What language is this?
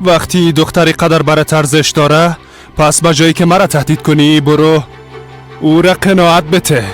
Persian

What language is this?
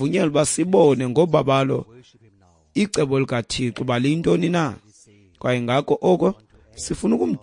Xhosa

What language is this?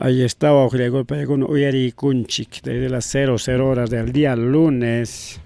Ayacucho Quechua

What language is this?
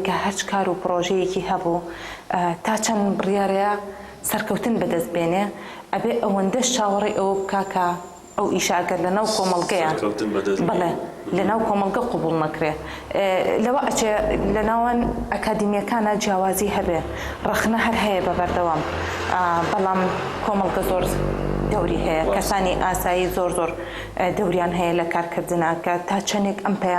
Central Kurdish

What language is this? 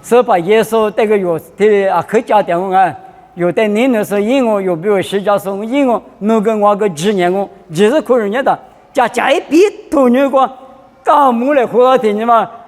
Lisu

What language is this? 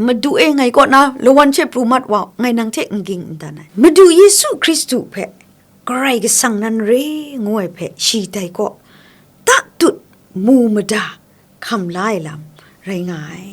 Kachin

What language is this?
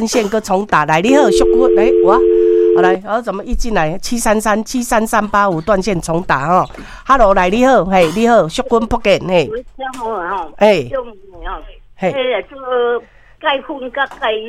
Min Nan Chinese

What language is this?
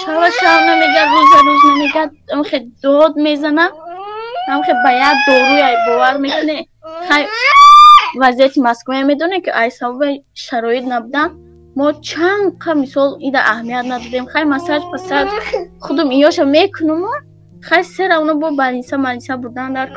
Tajik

